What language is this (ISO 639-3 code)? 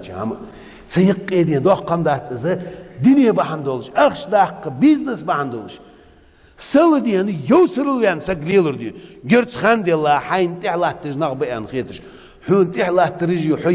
inh